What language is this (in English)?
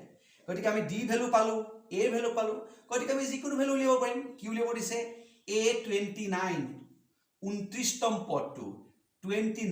Assamese